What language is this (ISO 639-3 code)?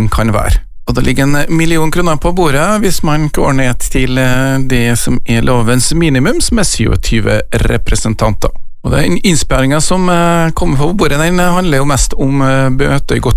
nor